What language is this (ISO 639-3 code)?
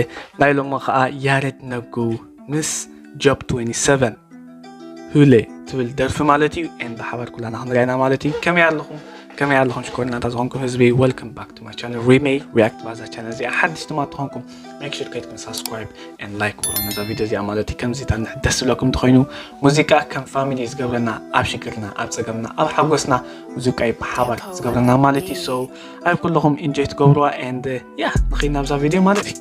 tir